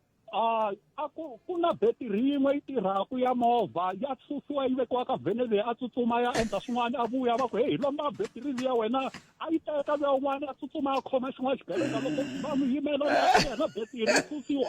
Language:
Tsonga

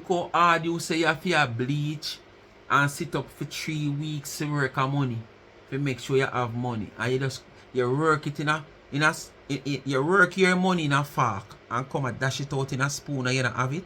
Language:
Jamaican Creole English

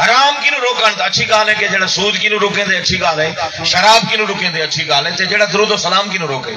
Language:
Saraiki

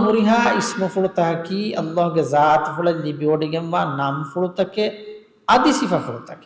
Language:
Divehi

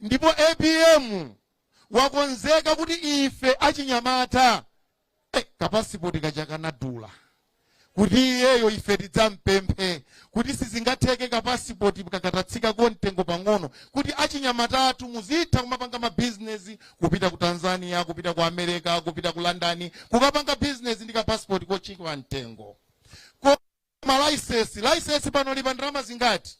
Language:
Nyanja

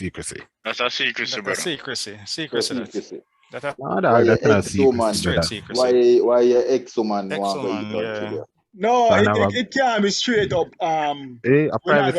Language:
Jamaican Creole English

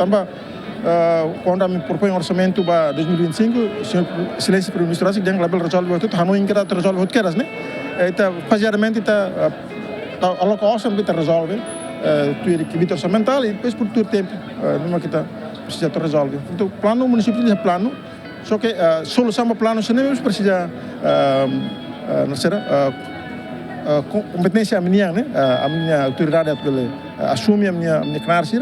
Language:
Tetum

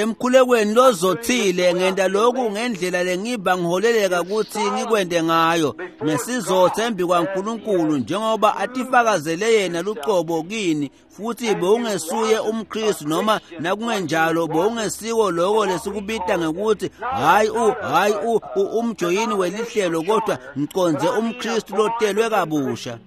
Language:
Swati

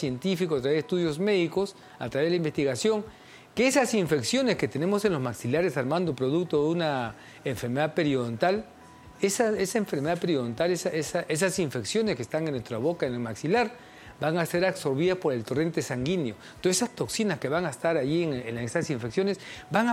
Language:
Spanish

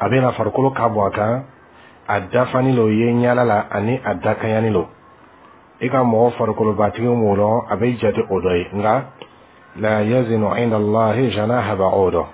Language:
Bambara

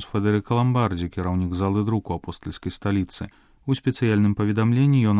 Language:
Belarusian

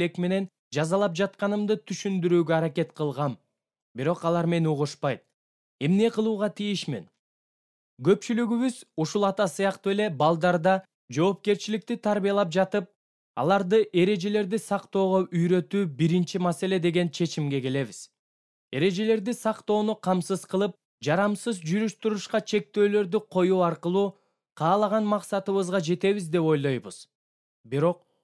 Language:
Kyrgyz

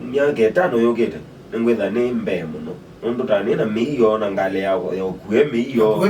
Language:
Kamba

